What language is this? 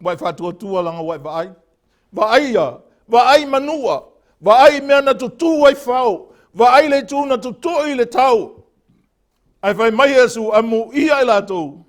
Samoan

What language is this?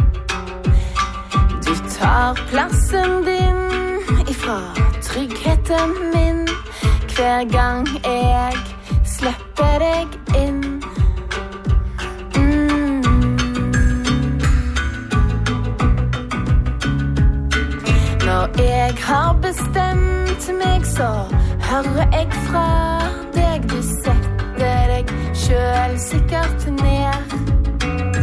Norwegian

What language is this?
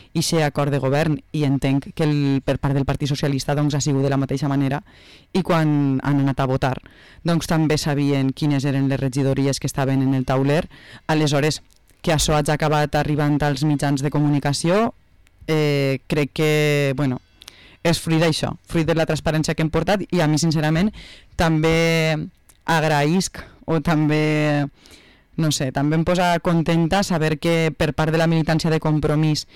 Catalan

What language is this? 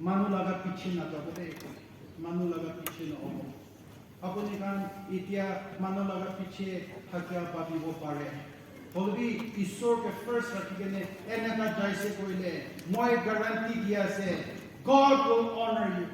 Naga Pidgin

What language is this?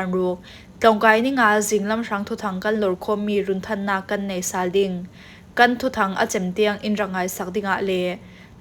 Falam Chin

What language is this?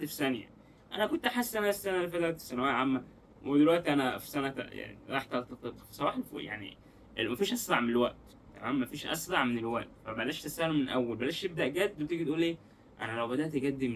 Egyptian Arabic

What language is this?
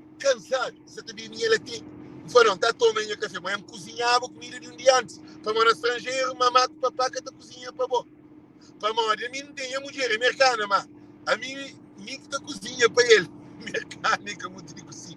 Kabuverdianu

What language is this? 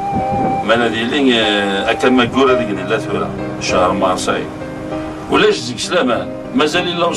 Kabyle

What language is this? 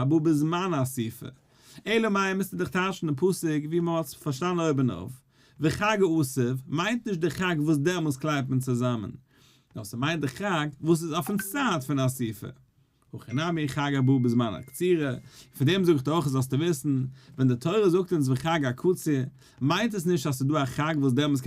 Yiddish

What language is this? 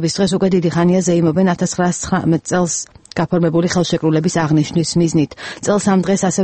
Georgian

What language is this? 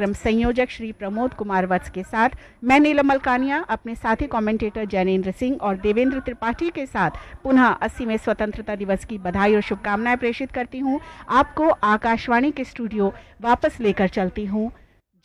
Hindi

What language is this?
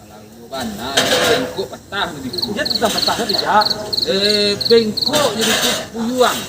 Minangkabau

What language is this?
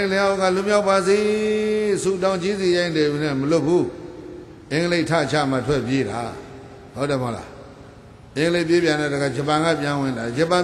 Burmese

